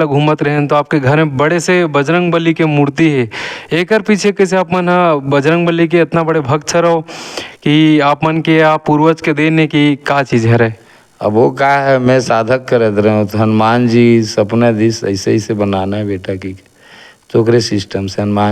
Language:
Chhattisgarhi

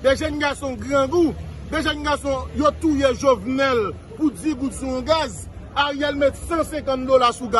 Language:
Haitian Creole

